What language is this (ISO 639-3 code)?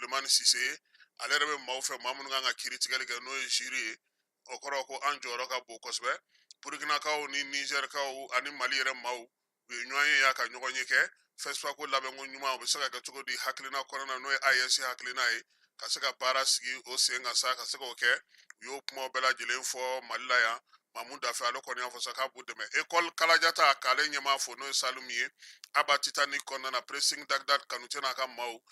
bam